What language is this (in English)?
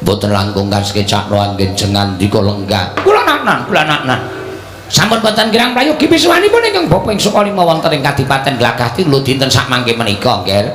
Javanese